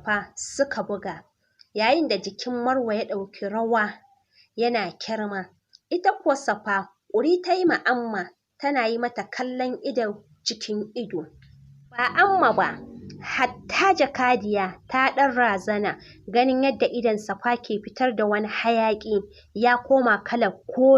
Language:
Hausa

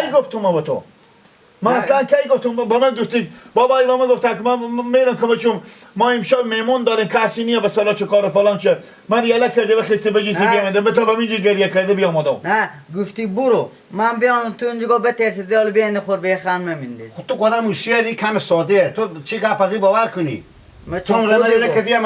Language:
Persian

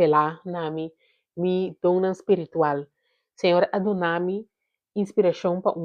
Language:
Papiamento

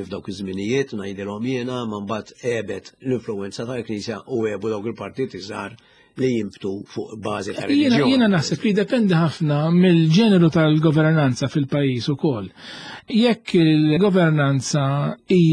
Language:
Maltese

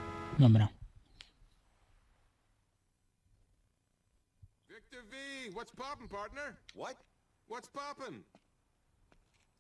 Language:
Polish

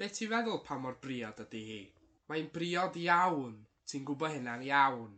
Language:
Welsh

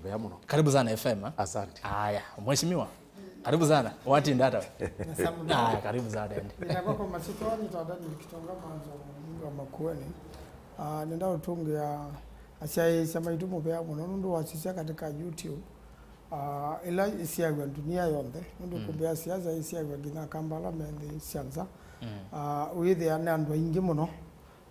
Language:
Kamba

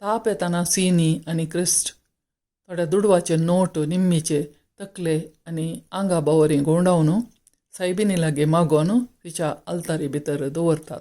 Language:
Konkani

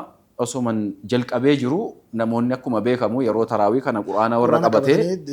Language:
Oromo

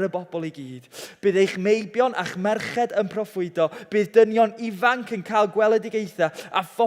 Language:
Welsh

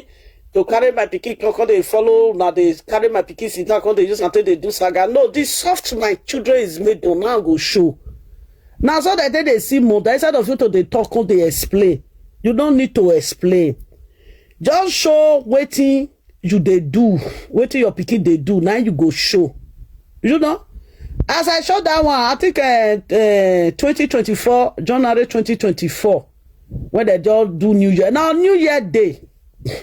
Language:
Nigerian Pidgin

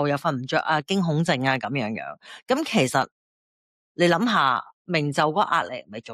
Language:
Cantonese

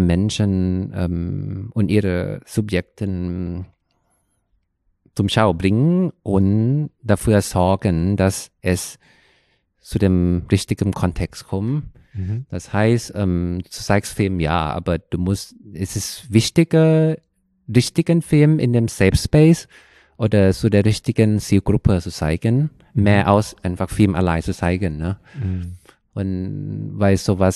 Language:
German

